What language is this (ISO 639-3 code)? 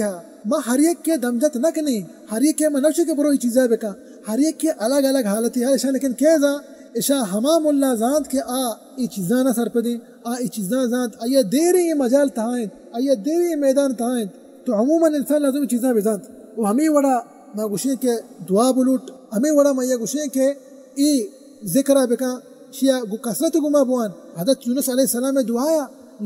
bal